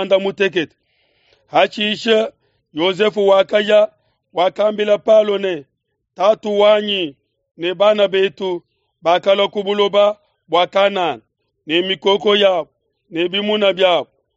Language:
Luba-Lulua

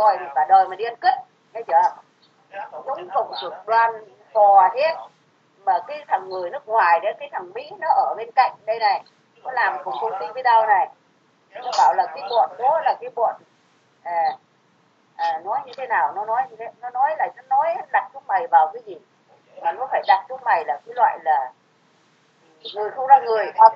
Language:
Vietnamese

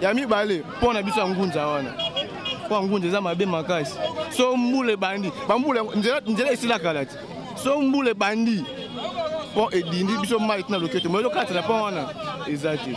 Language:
Lingala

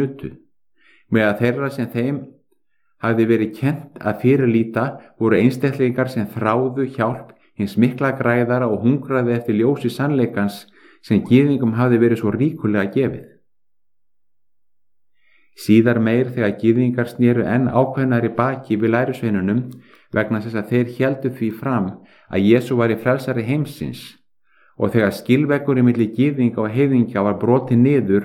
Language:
Icelandic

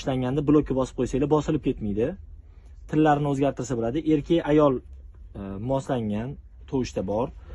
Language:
Uzbek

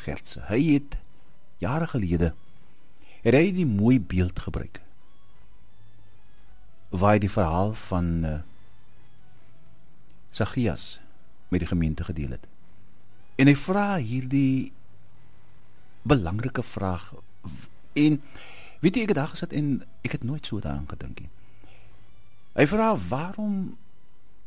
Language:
Afrikaans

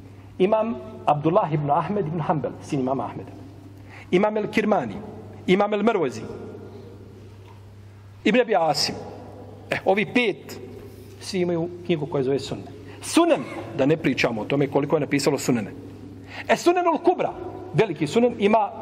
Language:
Bosnian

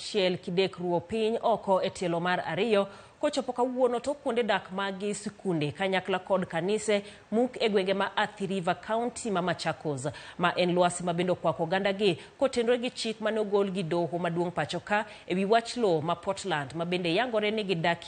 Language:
Luo (Kenya and Tanzania)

